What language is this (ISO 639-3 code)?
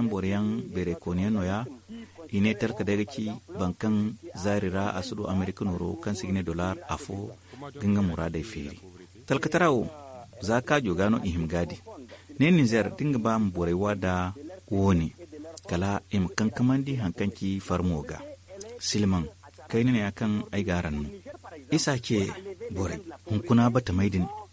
dje